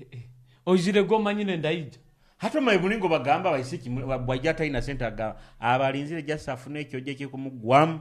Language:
Nyoro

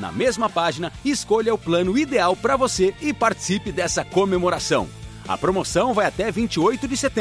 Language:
Portuguese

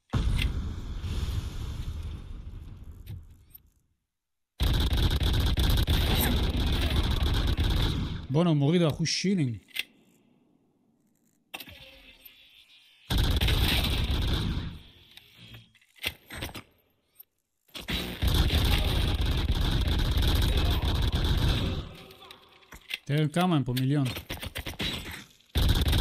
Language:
Hebrew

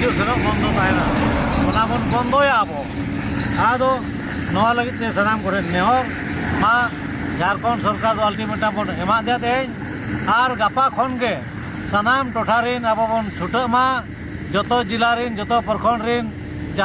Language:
Santali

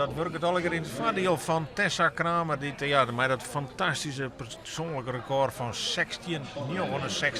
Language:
Western Frisian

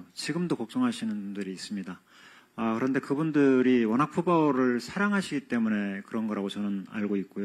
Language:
Korean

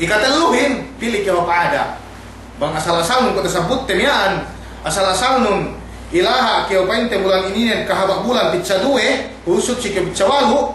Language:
Yakan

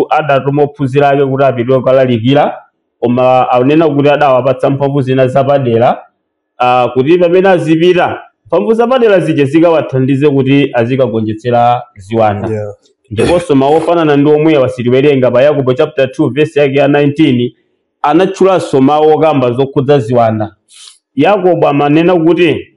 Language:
Nyanja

